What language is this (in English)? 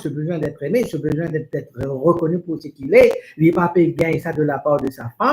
Morisyen